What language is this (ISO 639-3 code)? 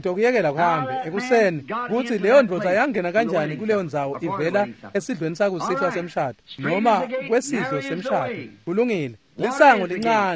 ssw